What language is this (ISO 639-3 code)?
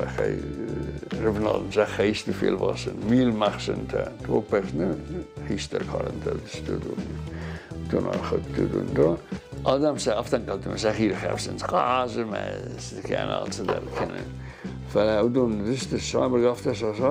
oss